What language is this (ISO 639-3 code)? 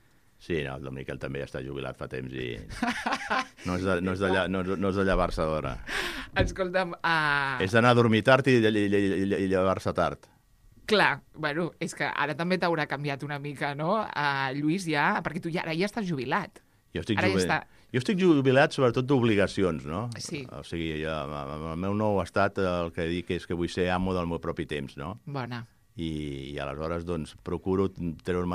cat